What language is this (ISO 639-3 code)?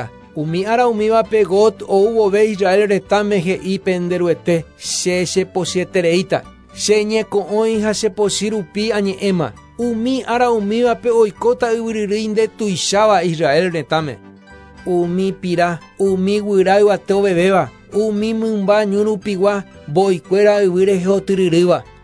grn